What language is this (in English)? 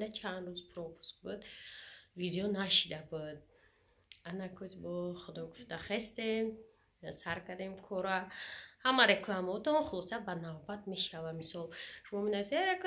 Tajik